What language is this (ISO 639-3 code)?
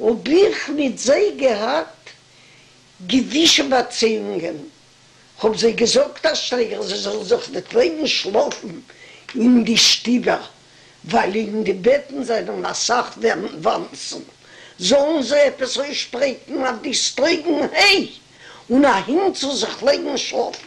yid